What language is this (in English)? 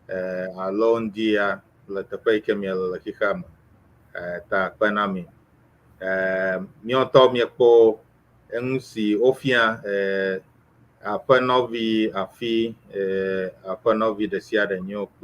Ewe